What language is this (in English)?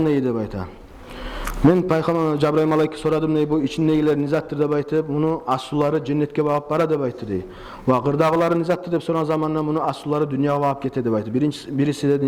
Kumyk